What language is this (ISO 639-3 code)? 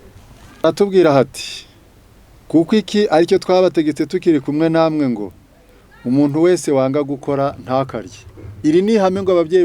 kin